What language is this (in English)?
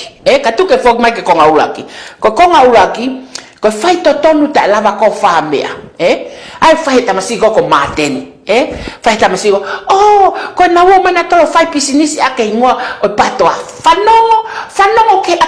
Tongan